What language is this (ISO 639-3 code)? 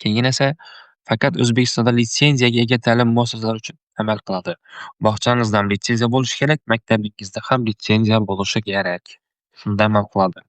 uzb